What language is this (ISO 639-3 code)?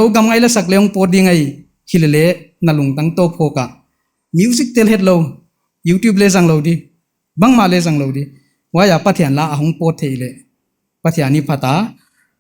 pck